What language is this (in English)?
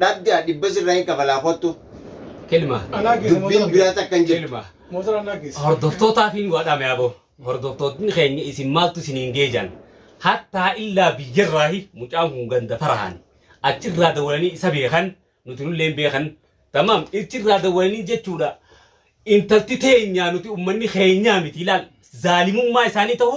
Oromo